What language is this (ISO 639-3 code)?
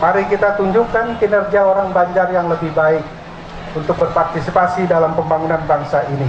bjn